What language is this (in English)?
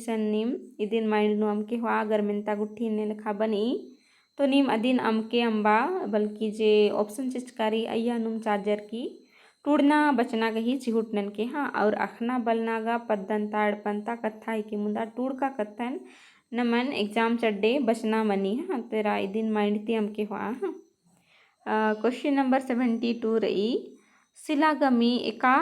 Kurukh